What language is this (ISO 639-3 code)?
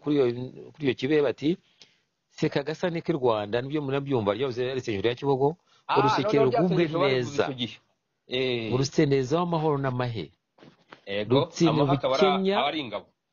kin